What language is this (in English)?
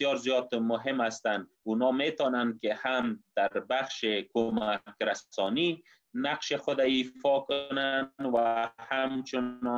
Persian